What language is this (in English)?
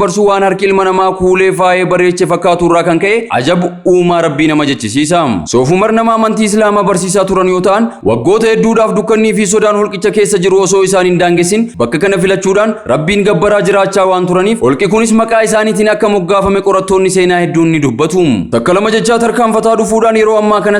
Oromo